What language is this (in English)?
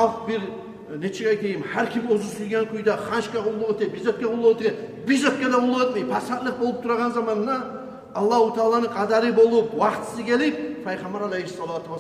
Kumyk